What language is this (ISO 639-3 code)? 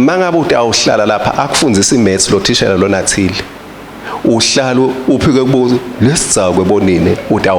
ssw